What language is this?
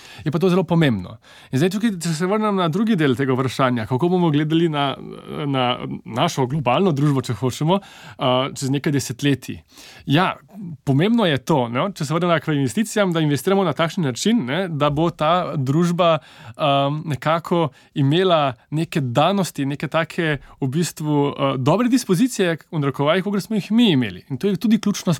Slovenian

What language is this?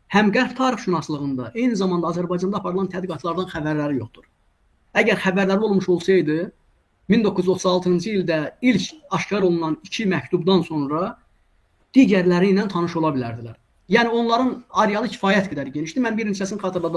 Azerbaijani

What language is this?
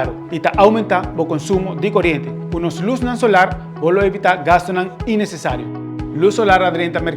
Papiamento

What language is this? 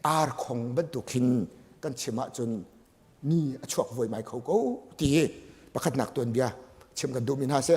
Hakha Chin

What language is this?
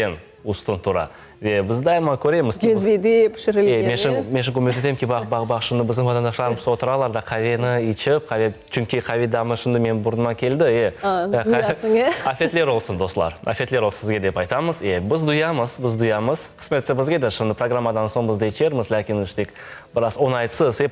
Crimean Tatar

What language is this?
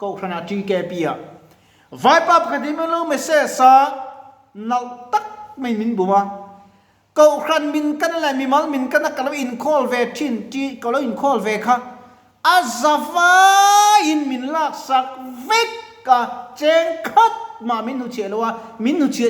Mizo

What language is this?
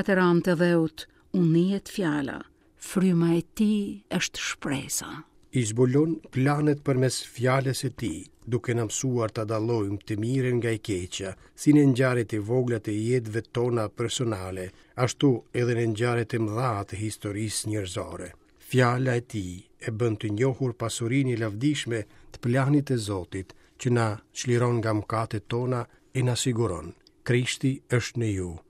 Albanian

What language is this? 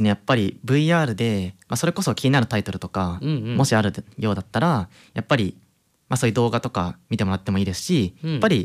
Japanese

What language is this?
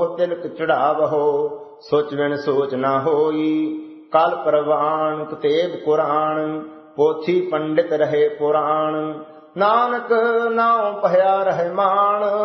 Punjabi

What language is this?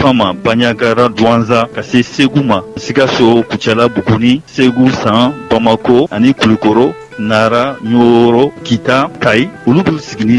Bambara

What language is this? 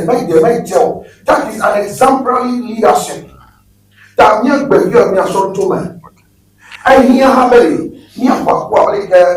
Ewe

